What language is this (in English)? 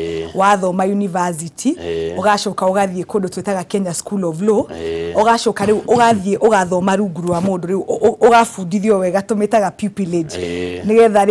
Kikuyu